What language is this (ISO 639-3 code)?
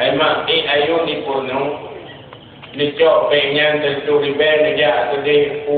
ace